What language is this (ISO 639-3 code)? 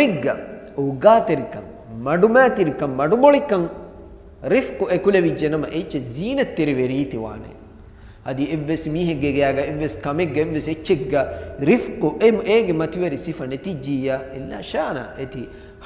div